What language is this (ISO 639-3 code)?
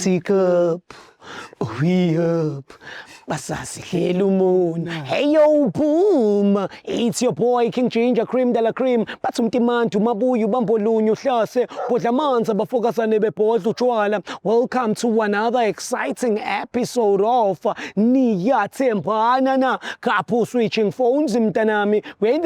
zul